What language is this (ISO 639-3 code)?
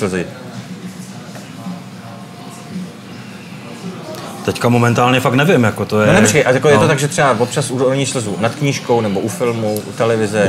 ces